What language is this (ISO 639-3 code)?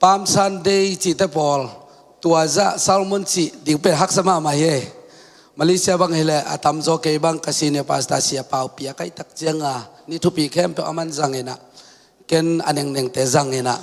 ctd